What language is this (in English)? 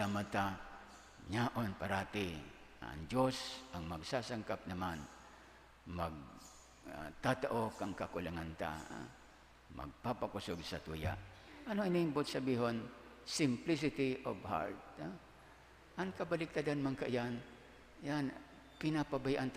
Bikol